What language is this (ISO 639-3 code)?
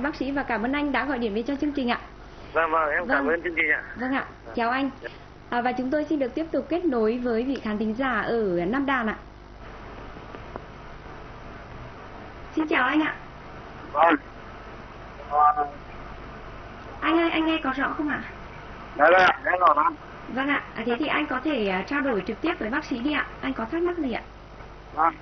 vie